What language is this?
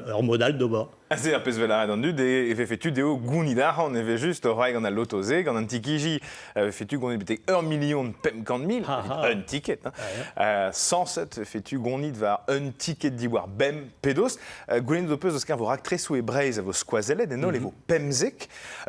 Breton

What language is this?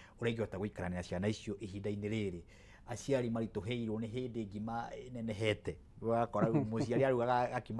Kikuyu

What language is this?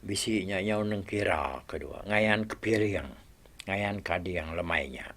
Iban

